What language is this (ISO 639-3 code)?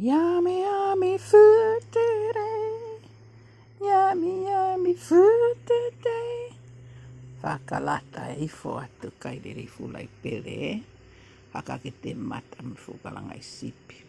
ton